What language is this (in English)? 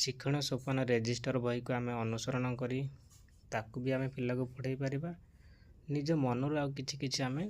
Odia